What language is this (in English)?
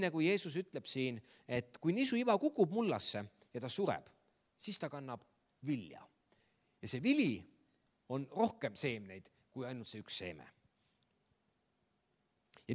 Estonian